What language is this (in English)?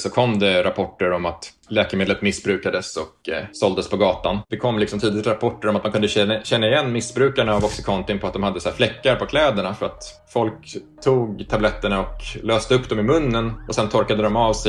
Swedish